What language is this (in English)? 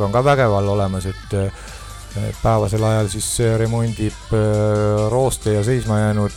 Estonian